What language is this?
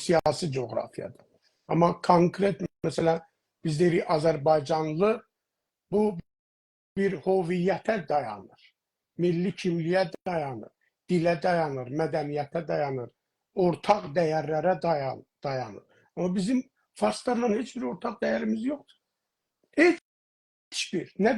South Azerbaijani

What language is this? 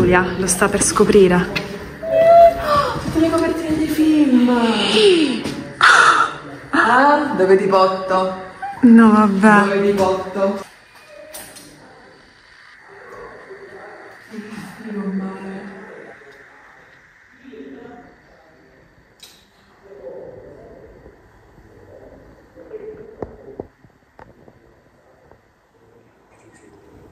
Italian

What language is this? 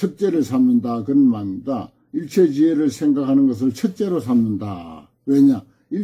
Korean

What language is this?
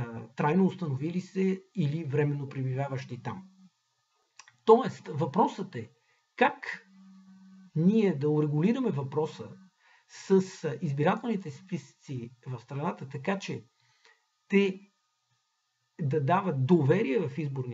Bulgarian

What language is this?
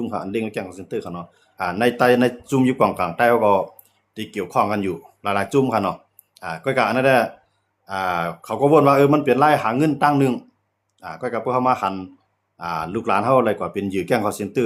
Shan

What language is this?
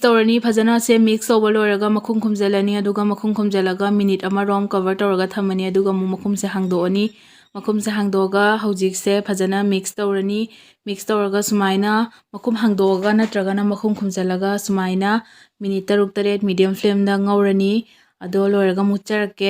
Manipuri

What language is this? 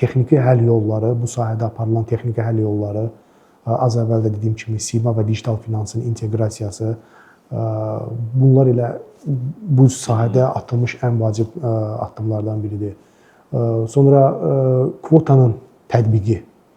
Azerbaijani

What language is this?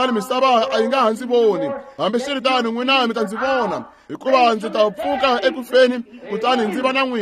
Tsonga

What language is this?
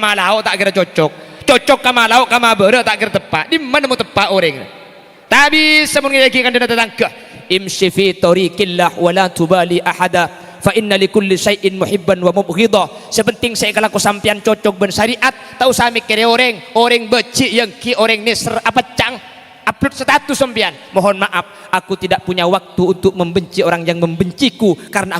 Madurese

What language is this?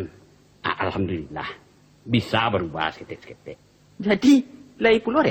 Minangkabau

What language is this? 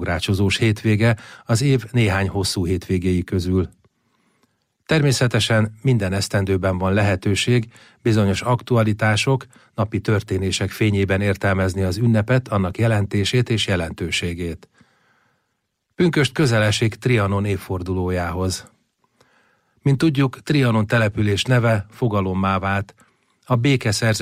Hungarian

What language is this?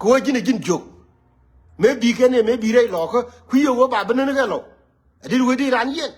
Nuer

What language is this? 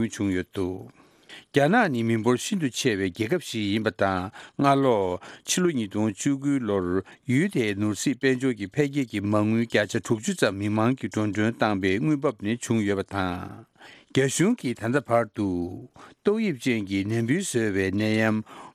Tibetan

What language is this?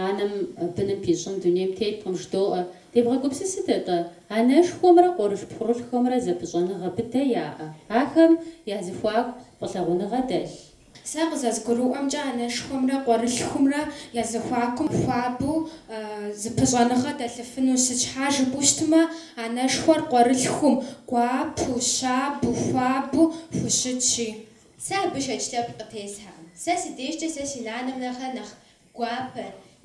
Kabardian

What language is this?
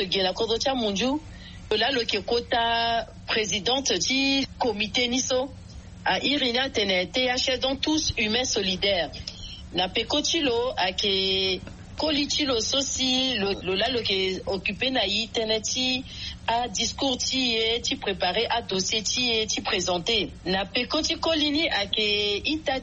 Sango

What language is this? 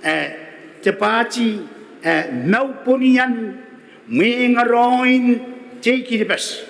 Gilbertese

